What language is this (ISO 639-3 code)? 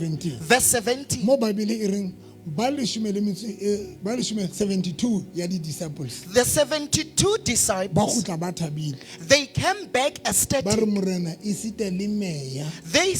sot